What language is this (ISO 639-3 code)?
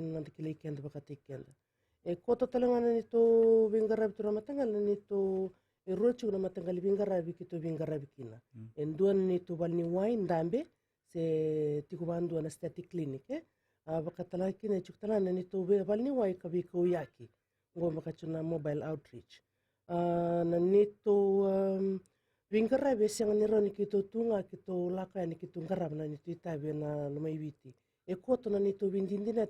fij